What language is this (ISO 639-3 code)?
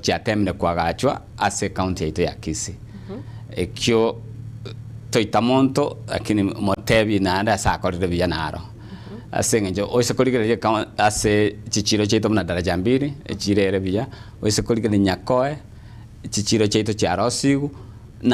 guz